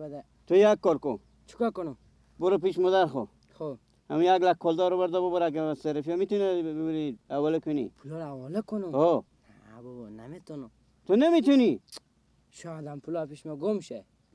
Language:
Persian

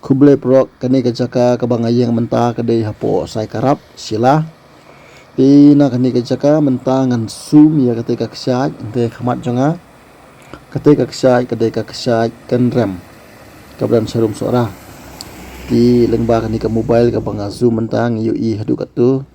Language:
Khasi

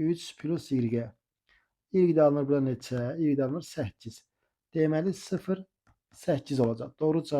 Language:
Azerbaijani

